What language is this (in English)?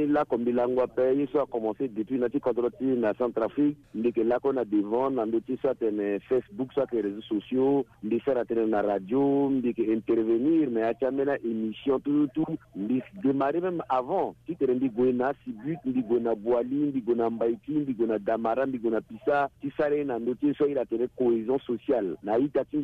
Sango